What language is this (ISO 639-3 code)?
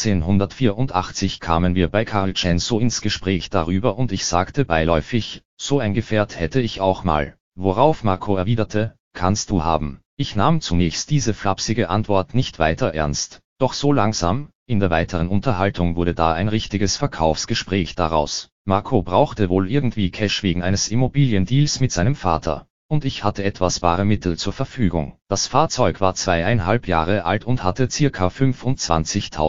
deu